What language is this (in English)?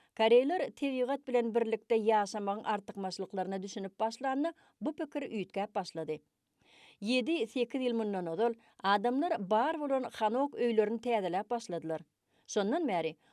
Turkmen